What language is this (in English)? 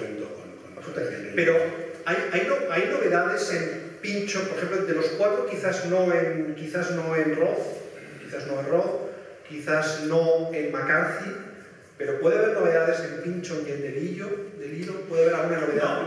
Spanish